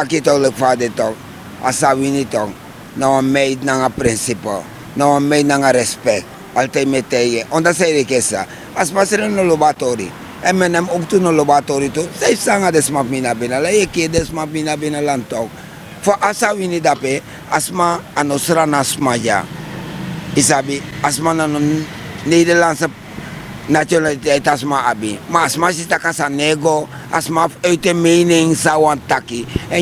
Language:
Sranan Tongo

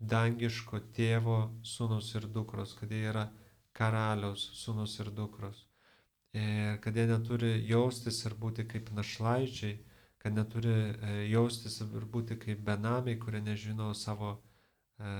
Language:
Lithuanian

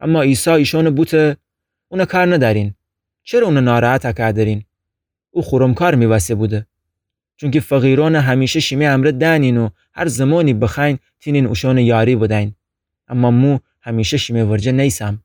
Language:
Gilaki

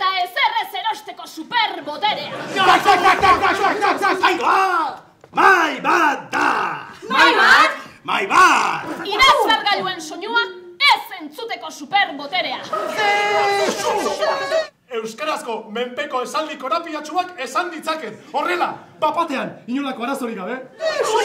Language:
Basque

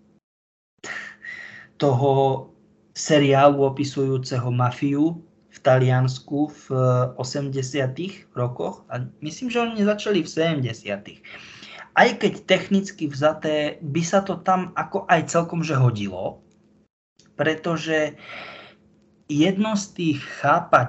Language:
Slovak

